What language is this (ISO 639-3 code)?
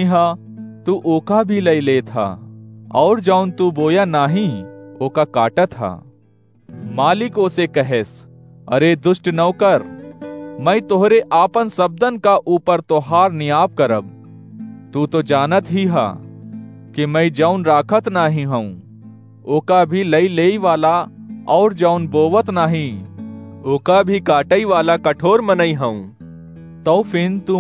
awa